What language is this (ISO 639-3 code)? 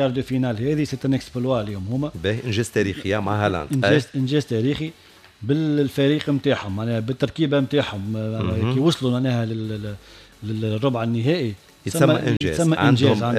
aeb